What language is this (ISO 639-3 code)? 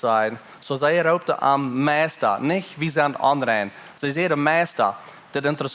pdt